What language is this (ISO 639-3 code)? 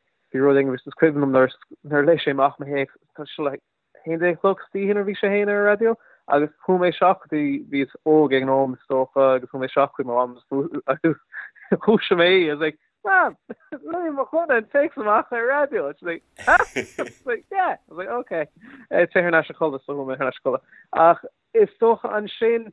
gle